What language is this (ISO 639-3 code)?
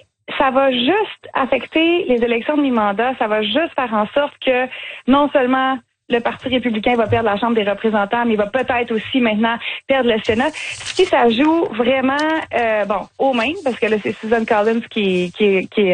fra